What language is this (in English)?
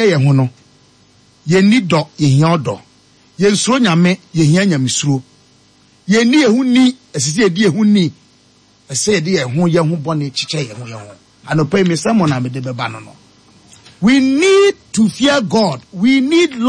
Akan